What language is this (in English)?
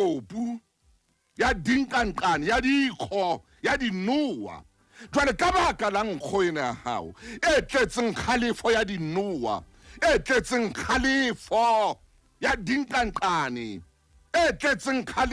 Southern Sotho